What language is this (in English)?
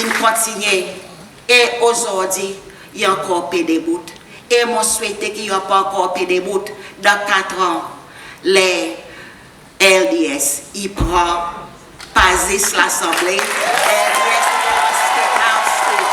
Seselwa Creole French